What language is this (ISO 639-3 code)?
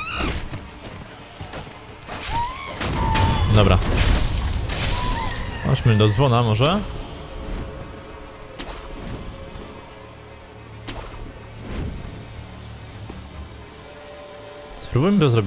pol